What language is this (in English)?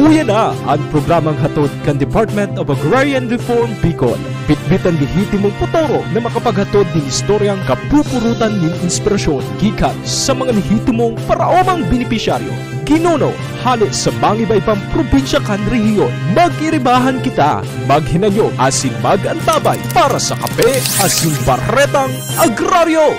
Bikol